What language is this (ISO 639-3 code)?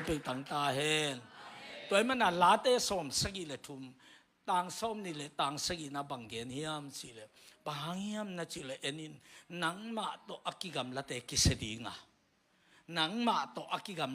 ctd